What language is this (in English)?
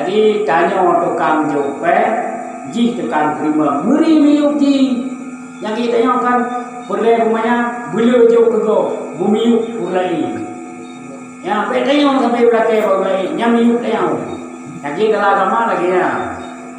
Achinese